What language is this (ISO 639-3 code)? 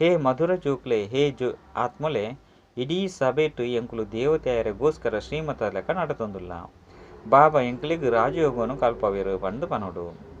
tcy